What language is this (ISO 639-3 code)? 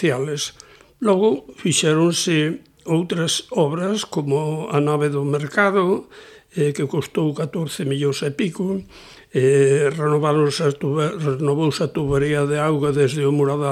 glg